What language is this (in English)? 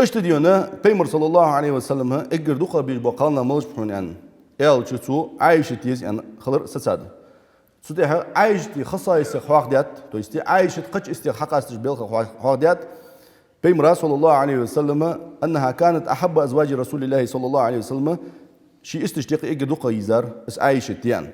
Ingush